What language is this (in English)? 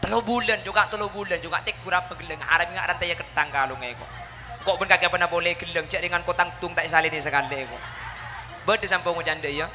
Madurese